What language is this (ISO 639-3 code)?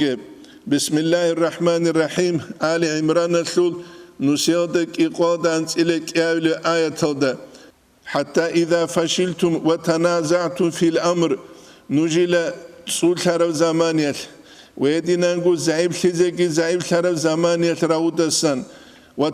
ava